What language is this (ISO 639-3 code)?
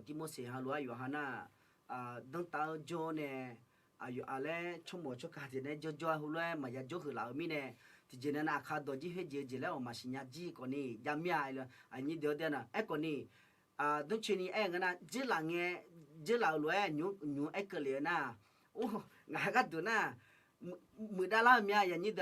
ahk